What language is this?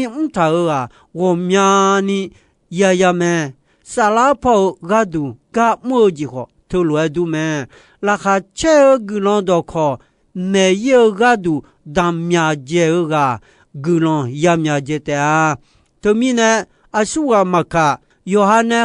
Akha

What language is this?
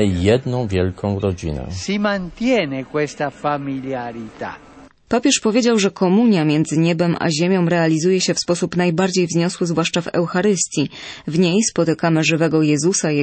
Polish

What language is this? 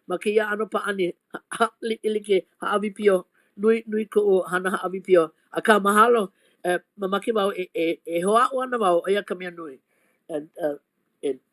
Hawaiian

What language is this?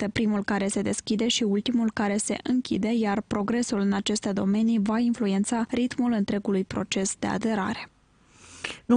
Romanian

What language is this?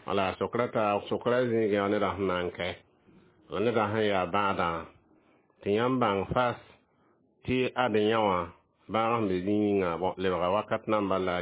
Mossi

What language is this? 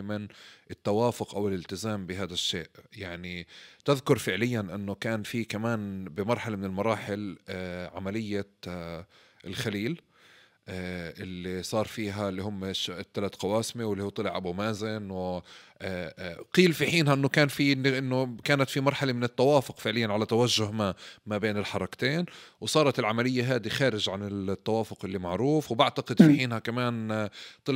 North Levantine Arabic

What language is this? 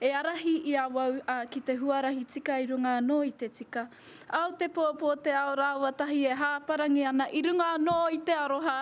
Māori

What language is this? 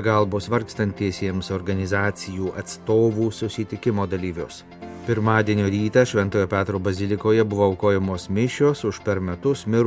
Lithuanian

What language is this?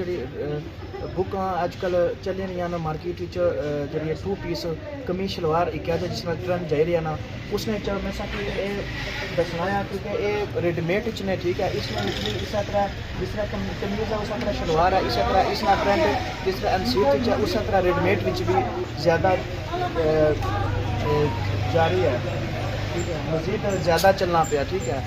Pahari-Potwari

